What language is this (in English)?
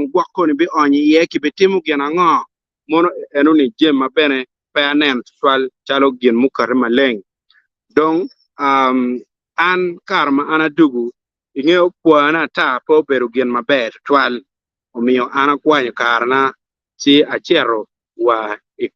Acoli